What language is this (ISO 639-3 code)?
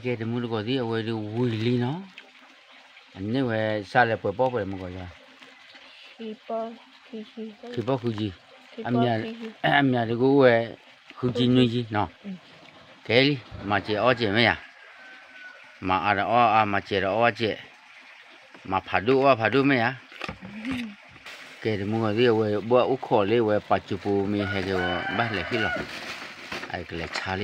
ksw